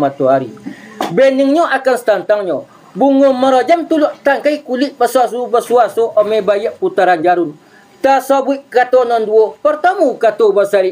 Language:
Minangkabau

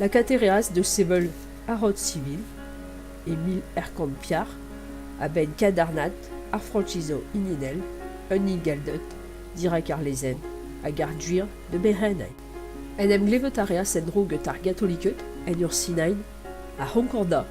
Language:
Breton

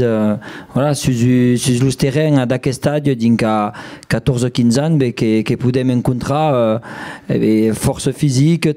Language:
Occitan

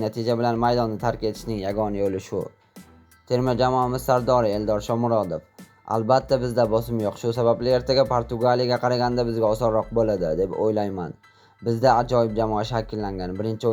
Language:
Uzbek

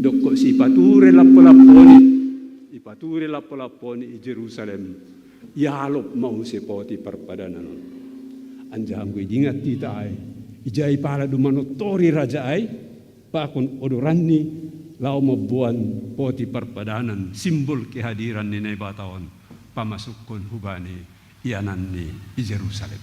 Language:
Batak Simalungun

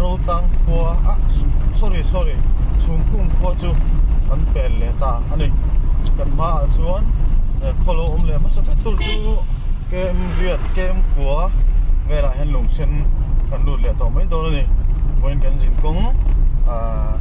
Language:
Mizo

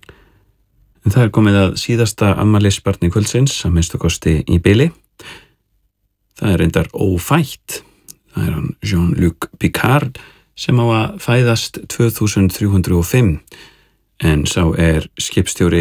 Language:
Icelandic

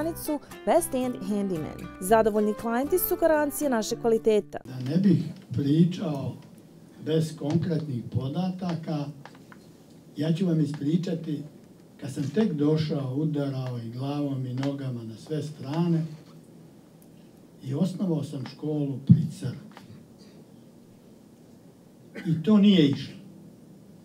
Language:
Serbian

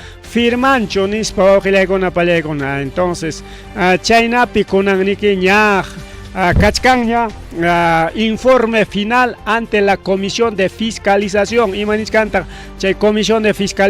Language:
Ayacucho Quechua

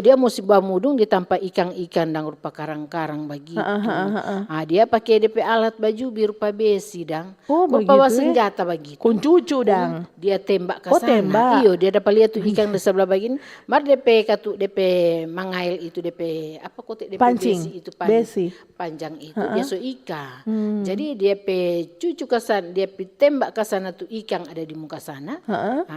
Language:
Manado Malay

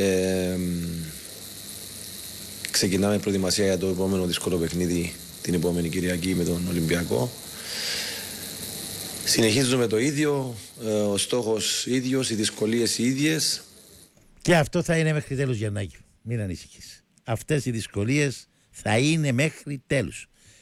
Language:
Greek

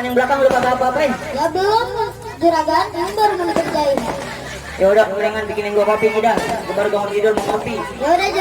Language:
Betawi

